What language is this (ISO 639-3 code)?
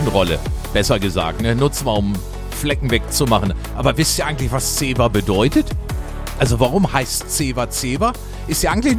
deu